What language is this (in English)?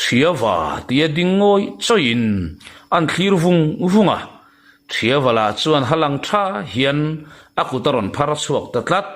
Mizo